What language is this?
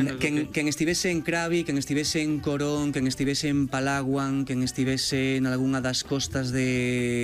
Galician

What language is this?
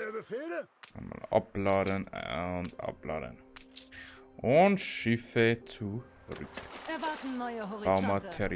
Bavarian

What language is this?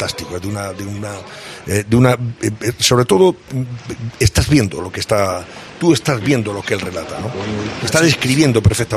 Spanish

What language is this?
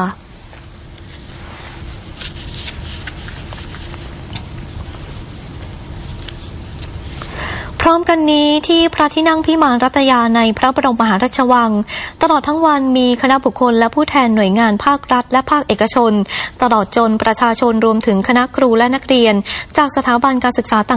Thai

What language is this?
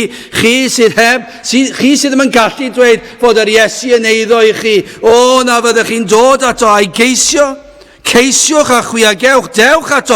Welsh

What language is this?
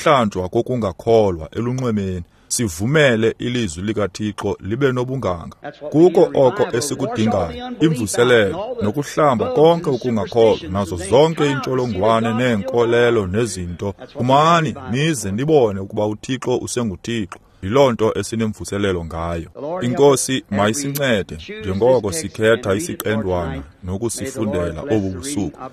Xhosa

